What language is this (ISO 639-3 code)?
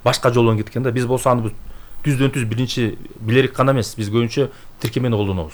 kir